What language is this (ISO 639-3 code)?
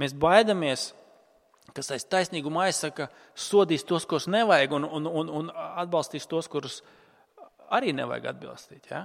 lav